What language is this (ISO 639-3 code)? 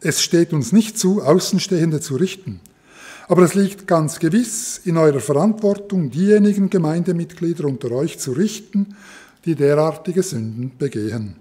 gsw